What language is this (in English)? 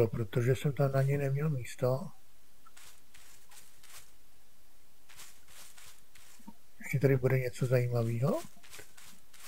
Czech